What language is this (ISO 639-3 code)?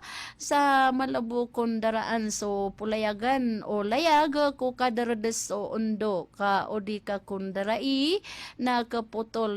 mrw